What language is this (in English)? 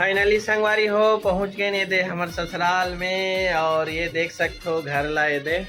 Chhattisgarhi